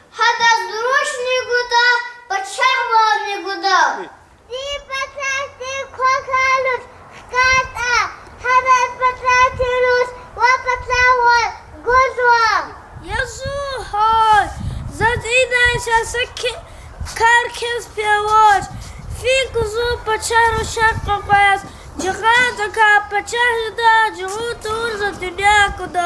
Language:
Lezghian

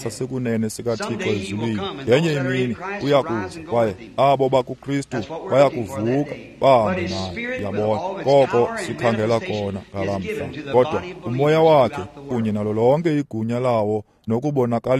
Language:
Xhosa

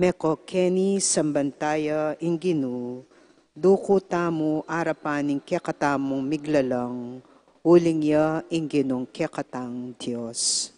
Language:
Pampanga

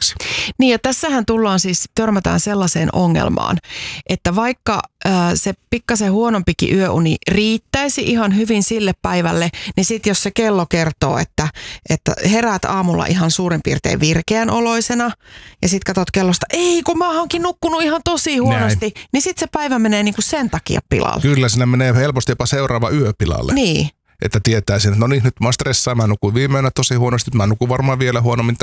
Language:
Finnish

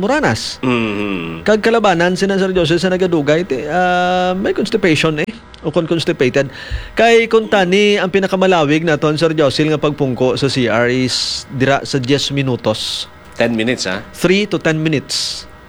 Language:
Hiligaynon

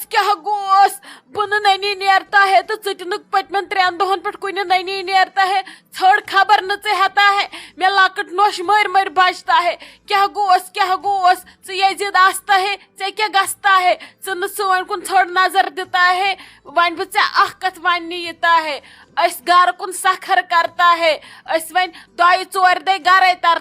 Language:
Kashmiri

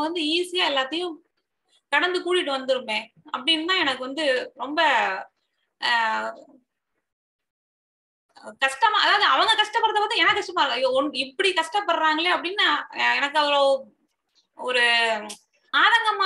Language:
Tamil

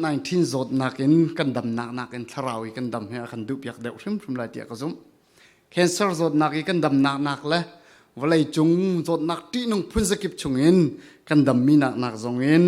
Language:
Falam Chin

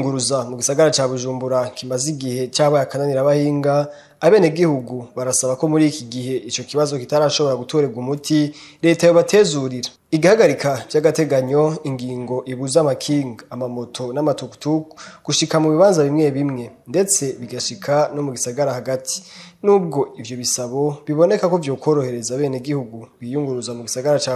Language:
Rundi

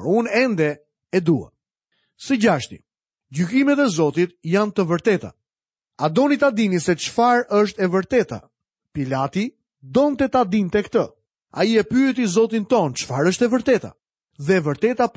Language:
Albanian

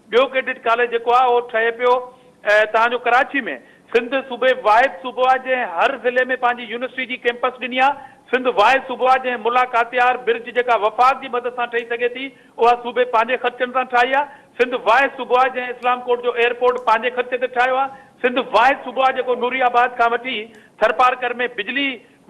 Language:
Sindhi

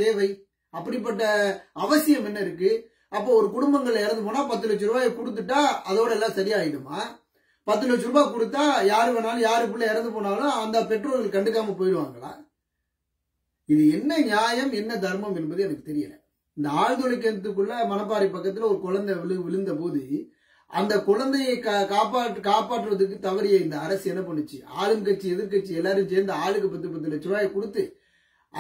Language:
Tamil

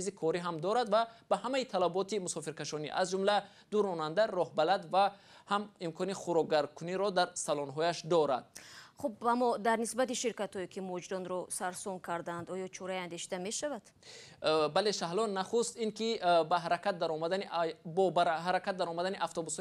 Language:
Tajik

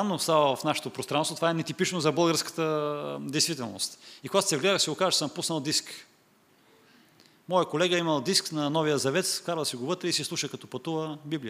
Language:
Bulgarian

